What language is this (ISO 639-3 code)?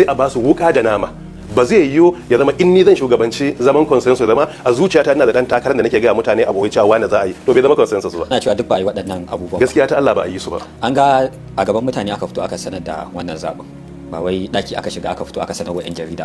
hau